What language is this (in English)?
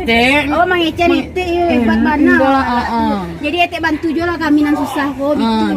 Minangkabau